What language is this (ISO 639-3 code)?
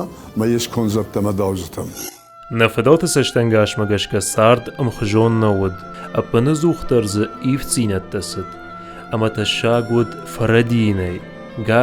oss